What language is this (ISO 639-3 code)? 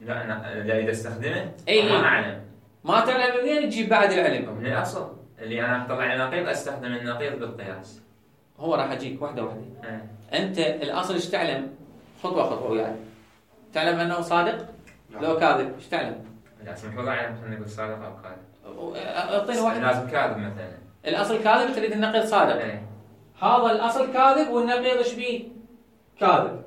acm